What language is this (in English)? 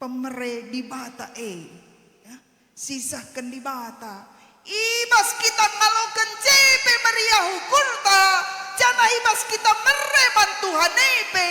Batak Karo